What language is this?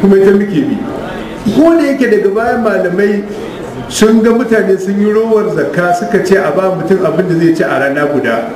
Hausa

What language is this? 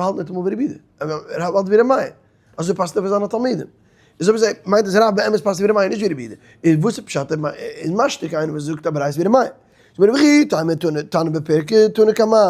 Yiddish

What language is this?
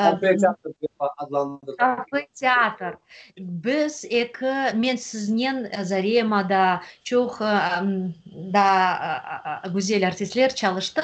Crimean Tatar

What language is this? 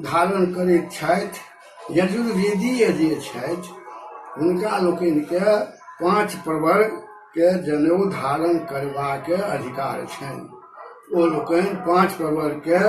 Maithili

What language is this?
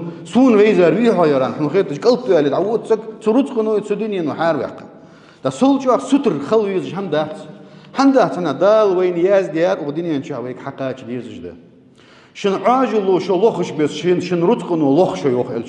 Ingush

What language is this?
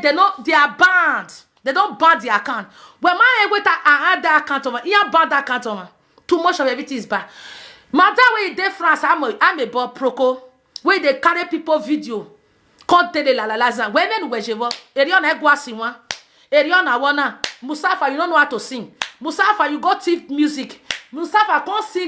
Nigerian Pidgin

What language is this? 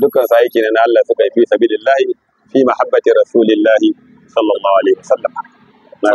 Hausa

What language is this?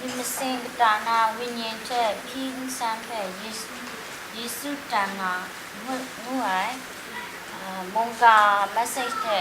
Kachin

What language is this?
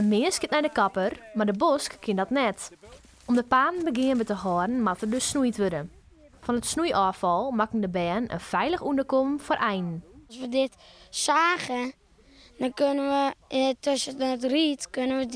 Western Frisian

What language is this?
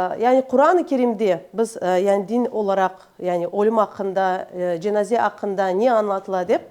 Crimean Tatar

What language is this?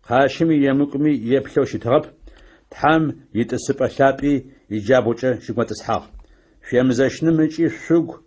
Adyghe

